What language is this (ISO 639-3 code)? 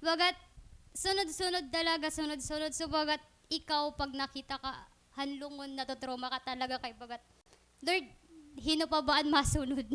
war